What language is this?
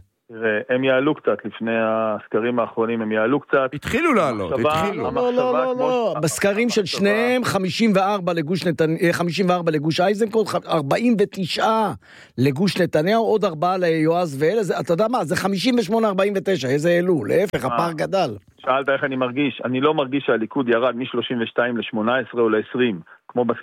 Hebrew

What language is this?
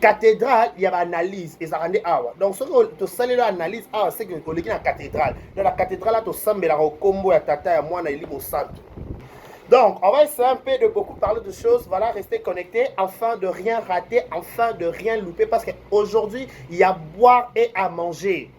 Lingala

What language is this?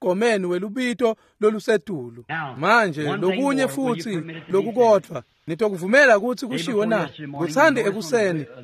Swati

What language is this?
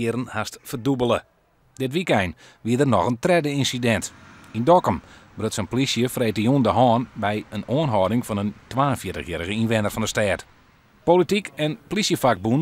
Western Frisian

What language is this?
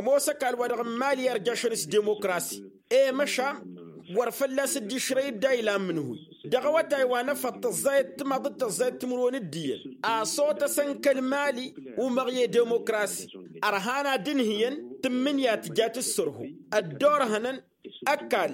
Tamasheq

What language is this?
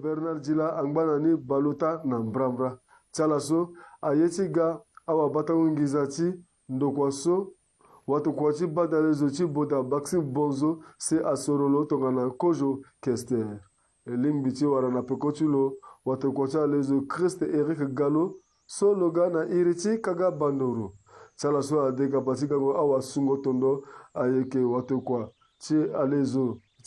Sango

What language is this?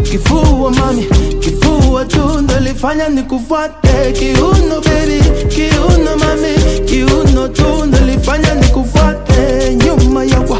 Swahili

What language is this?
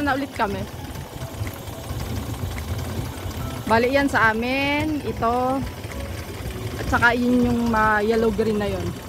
Filipino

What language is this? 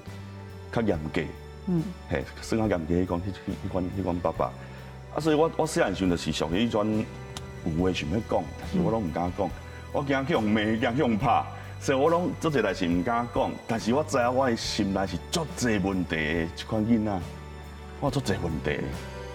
Min Nan Chinese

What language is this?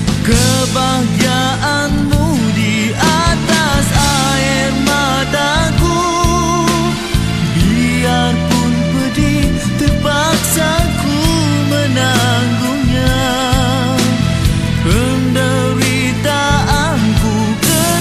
Malay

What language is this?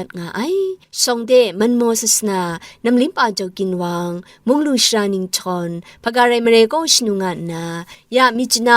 Kachin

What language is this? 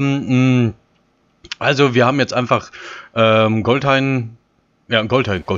German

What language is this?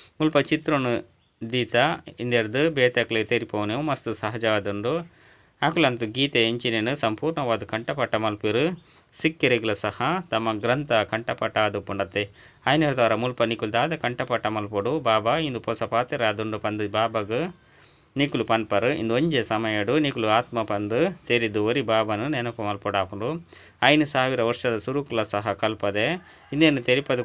Tulu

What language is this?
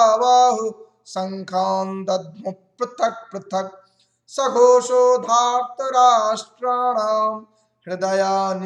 Sanskrit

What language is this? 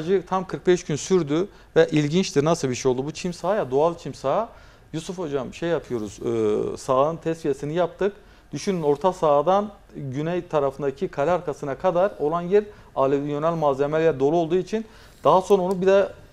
Turkish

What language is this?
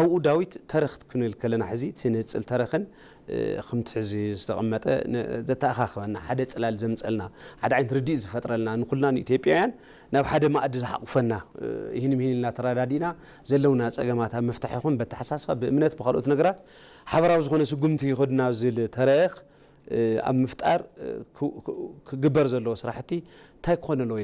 Tigrinya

